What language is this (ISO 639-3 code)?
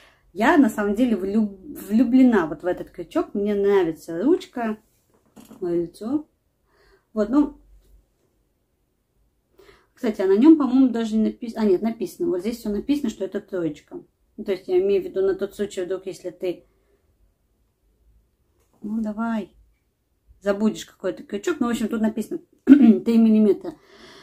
rus